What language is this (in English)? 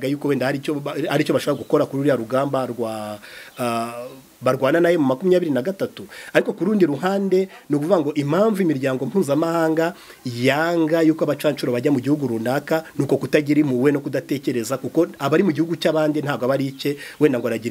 Kinyarwanda